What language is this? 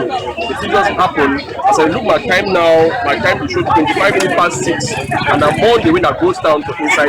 Cameroon Pidgin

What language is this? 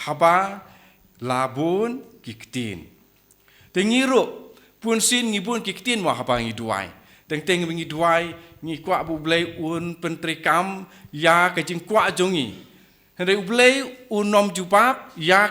Khasi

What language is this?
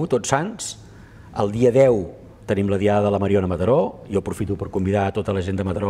Catalan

